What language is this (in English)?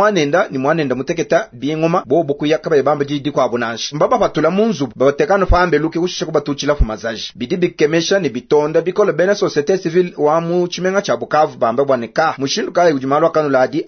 Luba-Lulua